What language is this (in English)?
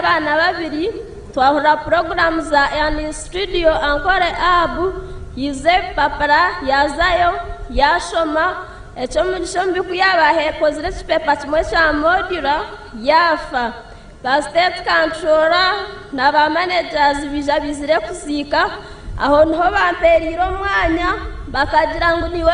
Nyankole